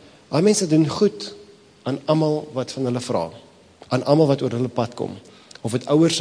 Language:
Afrikaans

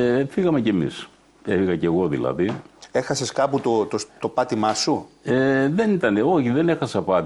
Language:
Greek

